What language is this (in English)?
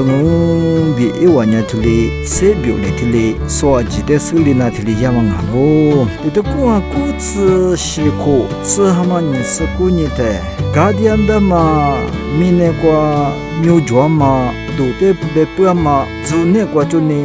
Lisu